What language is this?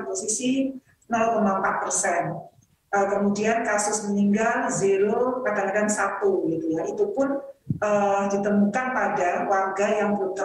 Indonesian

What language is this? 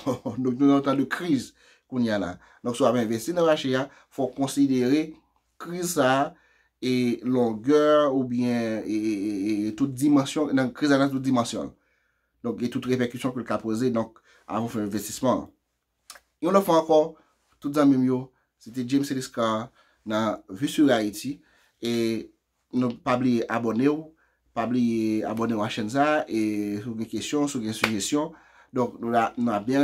Haitian Creole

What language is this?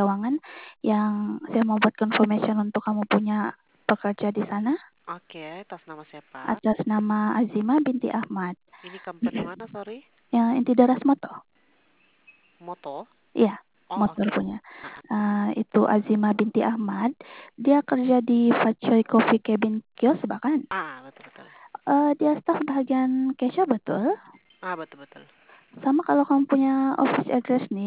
Sabah Malay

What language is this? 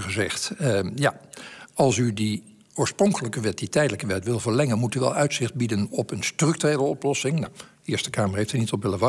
Dutch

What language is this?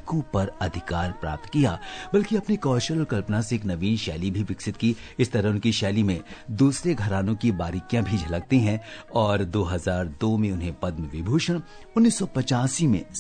Hindi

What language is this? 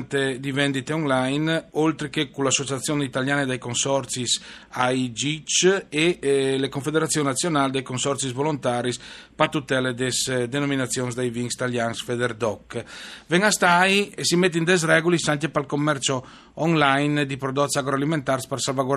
Friulian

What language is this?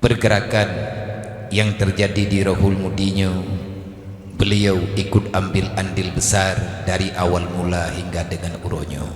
Achinese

